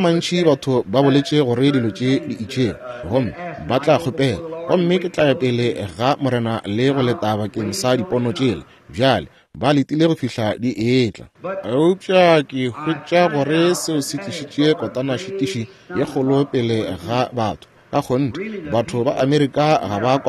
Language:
Northern Sotho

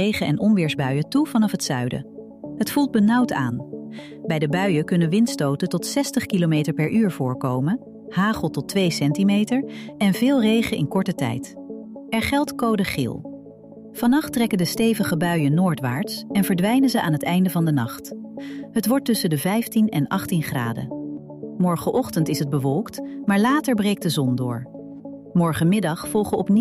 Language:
Dutch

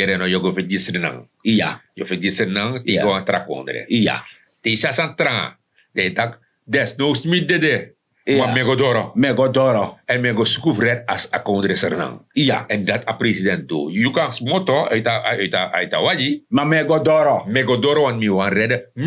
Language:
Sranan Tongo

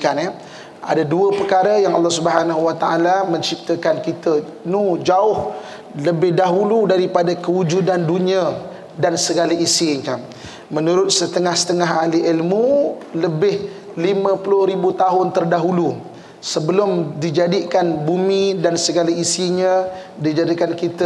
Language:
Malay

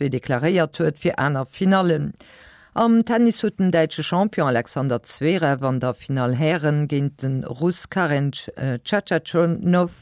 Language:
Luxembourgish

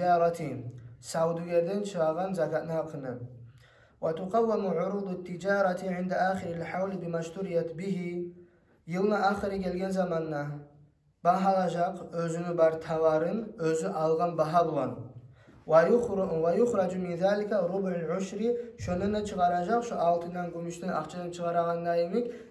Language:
Kumyk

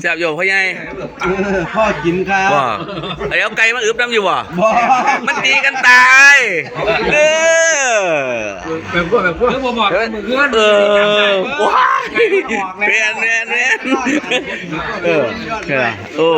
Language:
Northeastern Thai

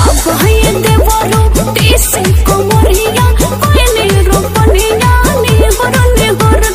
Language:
Bhojpuri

